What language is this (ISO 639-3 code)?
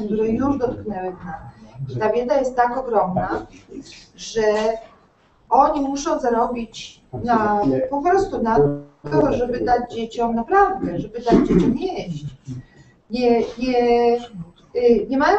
pol